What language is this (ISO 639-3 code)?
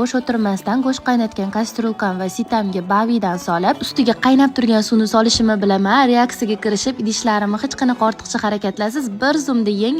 uzb